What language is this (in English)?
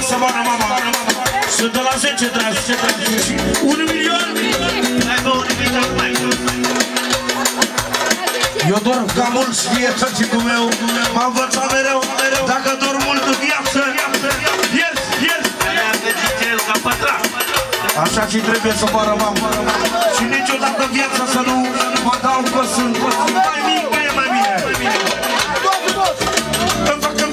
Romanian